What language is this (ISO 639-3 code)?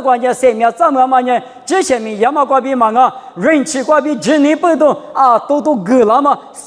lis